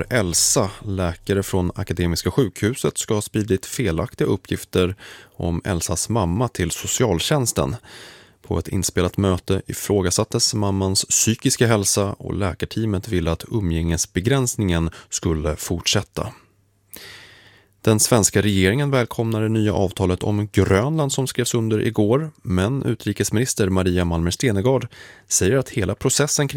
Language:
Swedish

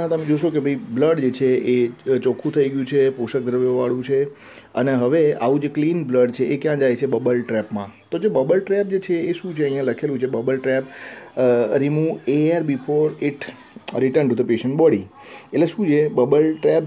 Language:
Gujarati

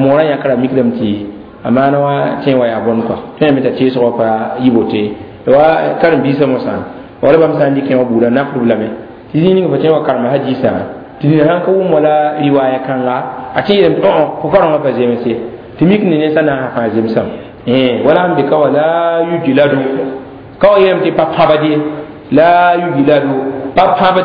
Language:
Mossi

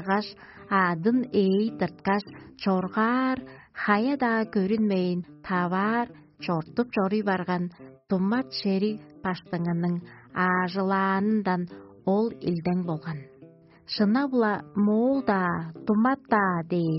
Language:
Tuvinian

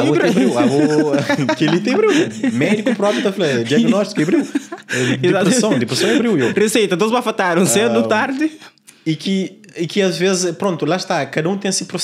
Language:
Kabuverdianu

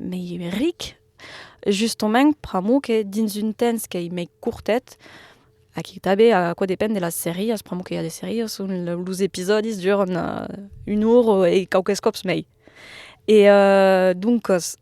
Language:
Occitan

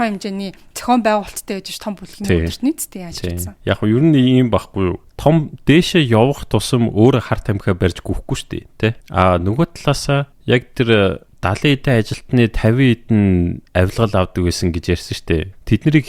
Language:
Mongolian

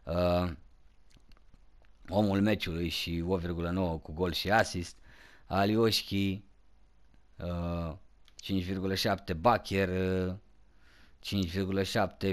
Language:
Romanian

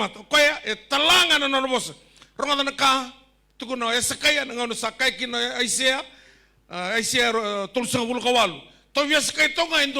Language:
Fijian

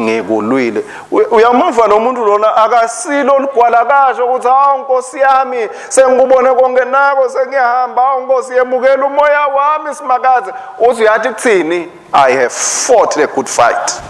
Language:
Swati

